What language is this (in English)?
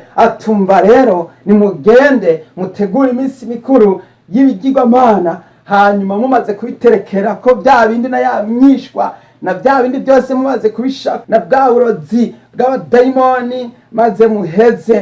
Rundi